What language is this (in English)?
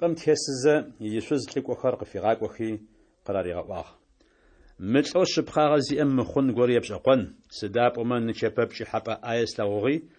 Adyghe